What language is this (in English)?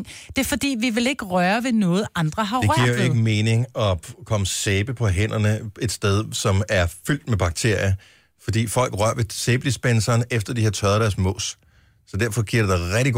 Danish